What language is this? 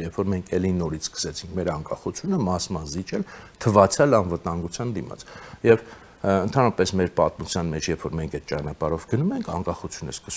Armenian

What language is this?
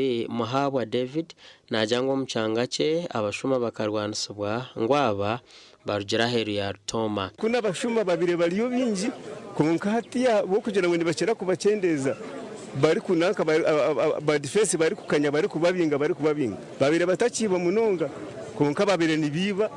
Nyankole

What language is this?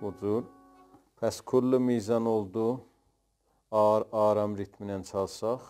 South Azerbaijani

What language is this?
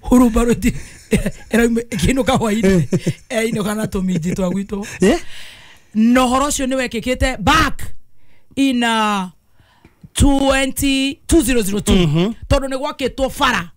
Kikuyu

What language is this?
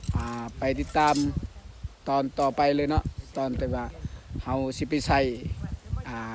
Lao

